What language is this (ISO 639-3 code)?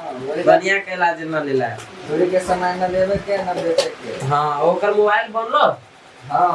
mai